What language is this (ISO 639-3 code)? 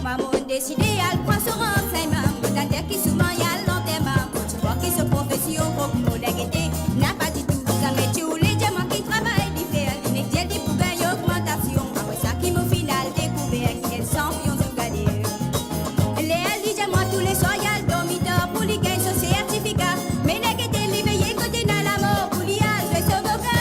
mfe